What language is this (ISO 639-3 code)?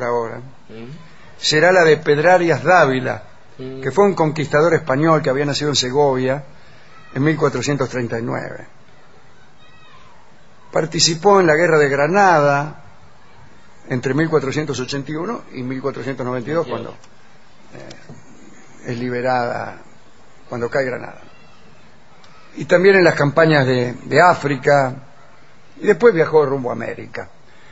spa